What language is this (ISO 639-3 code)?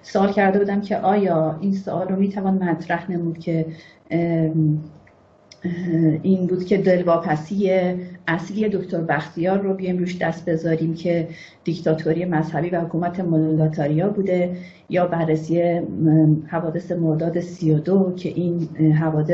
fas